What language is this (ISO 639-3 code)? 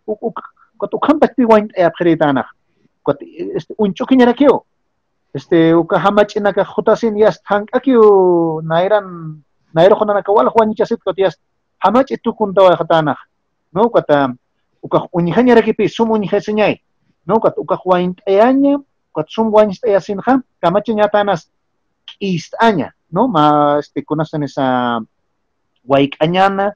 aym